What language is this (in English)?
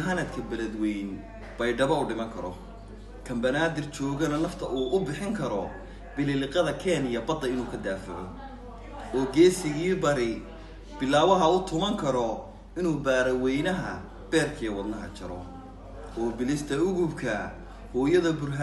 Somali